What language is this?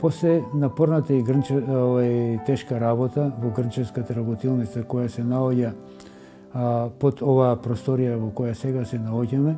Macedonian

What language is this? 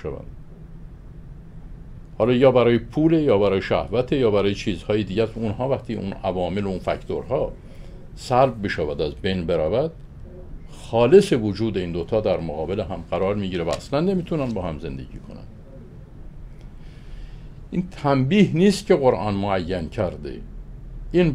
Persian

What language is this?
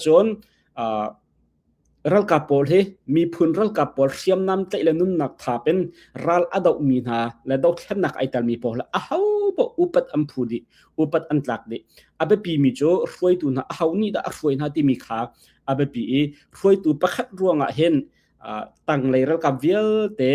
Hakha Chin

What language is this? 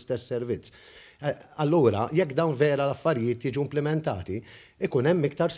Maltese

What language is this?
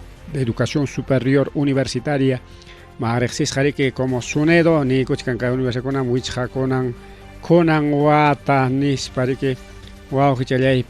Ayacucho Quechua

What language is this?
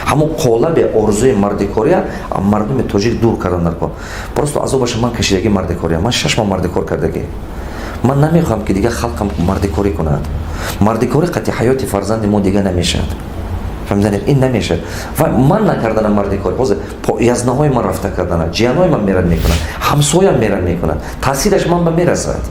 Tajik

